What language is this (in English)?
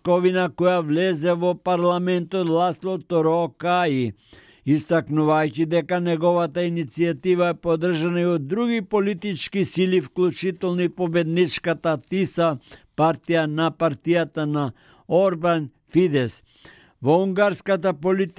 Macedonian